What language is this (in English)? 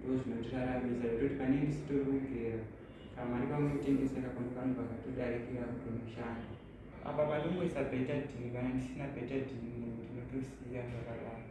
Shona